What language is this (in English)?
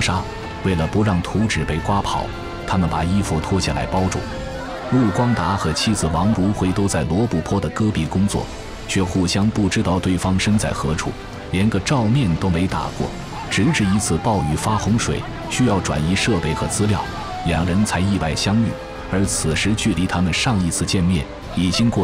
Chinese